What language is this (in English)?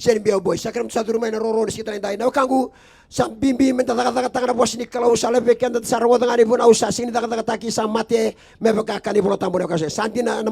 Fijian